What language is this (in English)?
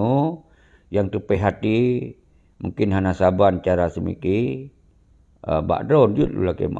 Achinese